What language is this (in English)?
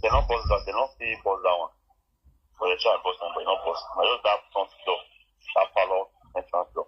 Nigerian Pidgin